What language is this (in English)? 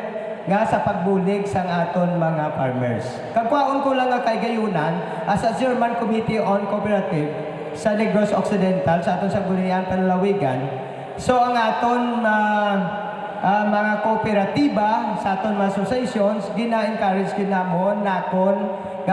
Hiligaynon